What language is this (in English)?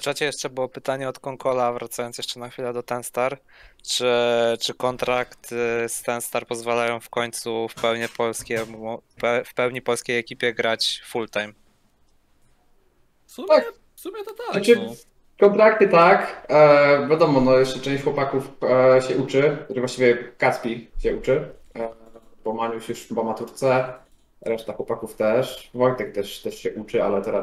Polish